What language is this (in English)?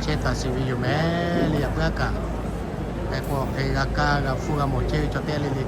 Lahu